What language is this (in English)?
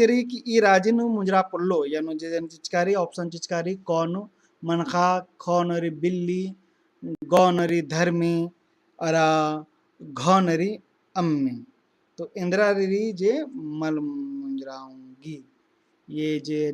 Kurukh